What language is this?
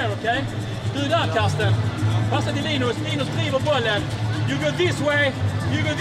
Norwegian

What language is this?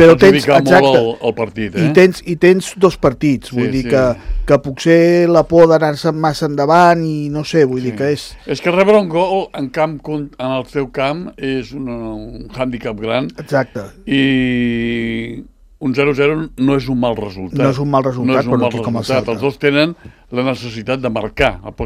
Catalan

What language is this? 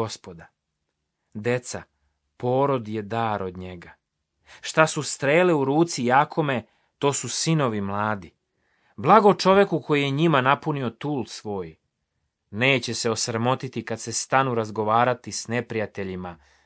Serbian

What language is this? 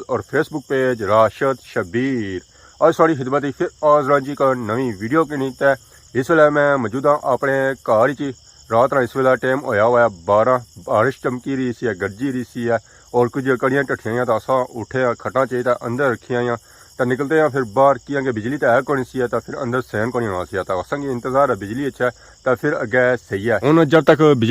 Pahari-Potwari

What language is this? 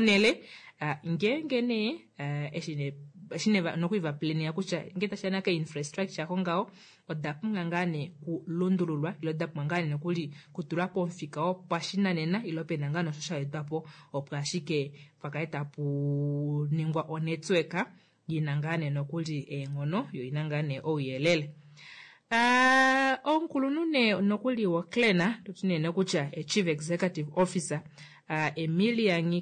Kuanyama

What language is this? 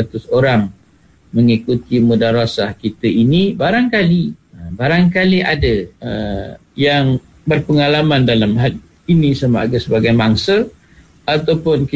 Malay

